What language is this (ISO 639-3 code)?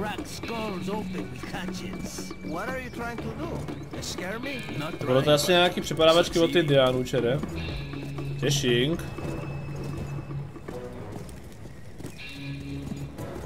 ces